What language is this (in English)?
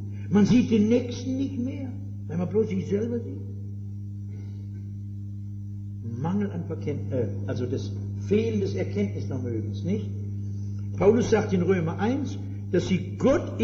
German